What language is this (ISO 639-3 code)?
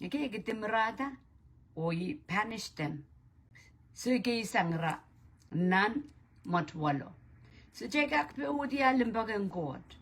pon